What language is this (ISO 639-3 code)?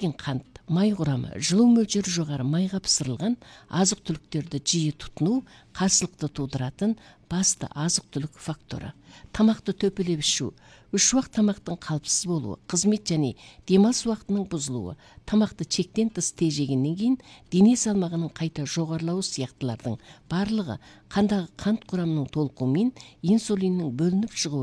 kaz